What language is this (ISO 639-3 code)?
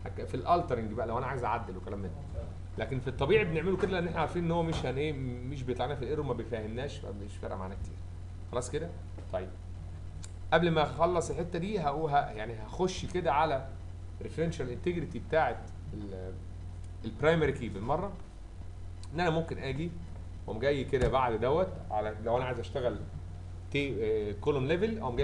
arz